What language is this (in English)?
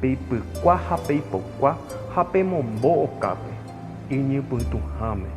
Guarani